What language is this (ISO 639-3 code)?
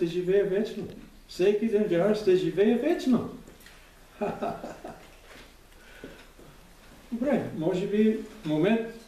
bul